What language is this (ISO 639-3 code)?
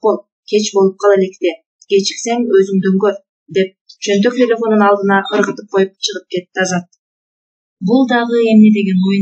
kir